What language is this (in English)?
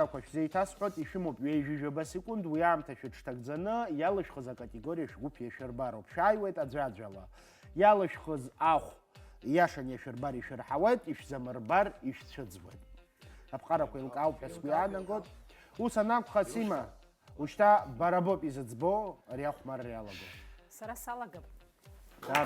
Abkhazian